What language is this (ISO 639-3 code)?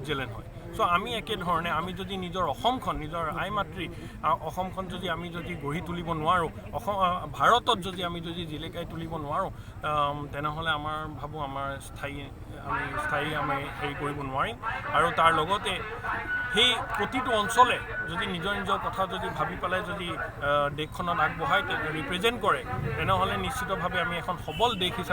asm